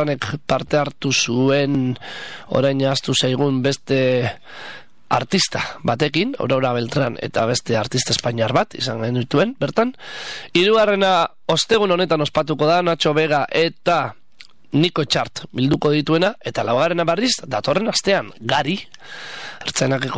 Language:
Basque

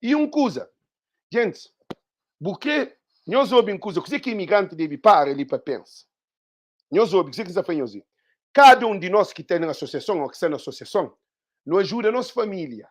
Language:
Kabuverdianu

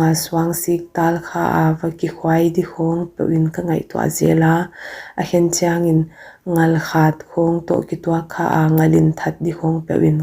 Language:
Paite Chin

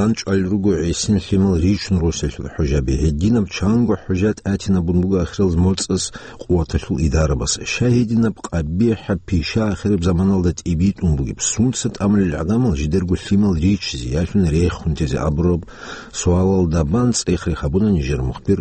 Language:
Avaric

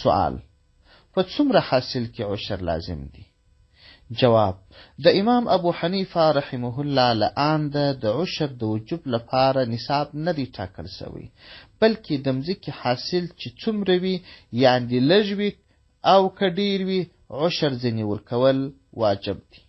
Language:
Pashto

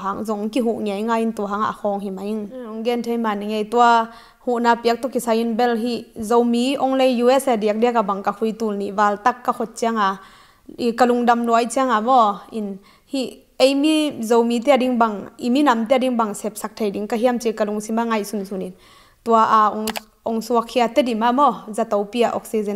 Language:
Tedim Chin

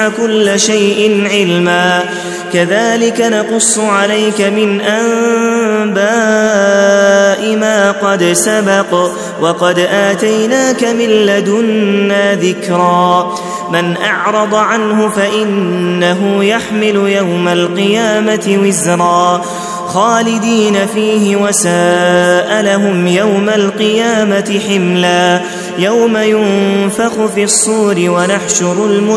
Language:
Arabic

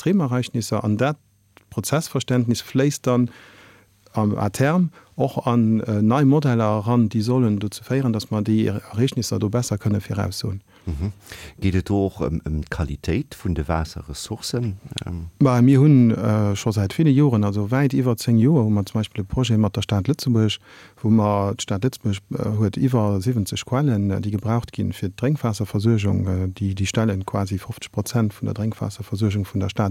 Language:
Luxembourgish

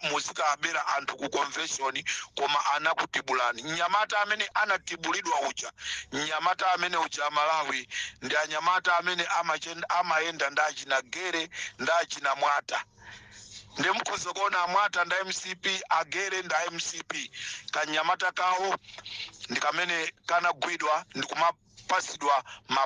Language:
Nyanja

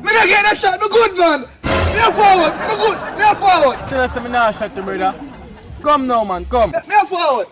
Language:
Jamaican Creole English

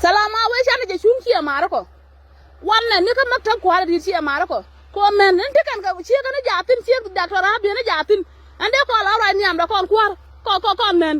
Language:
Nuer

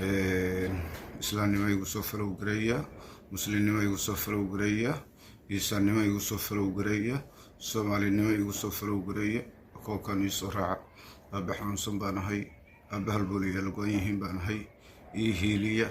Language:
Somali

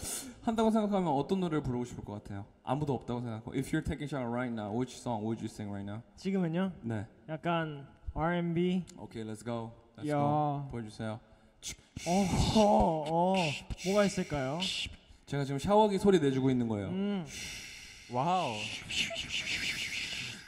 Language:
Korean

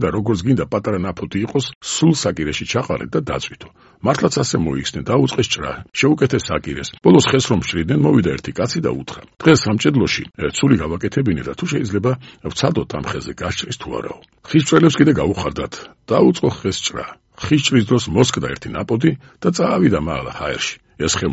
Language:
Georgian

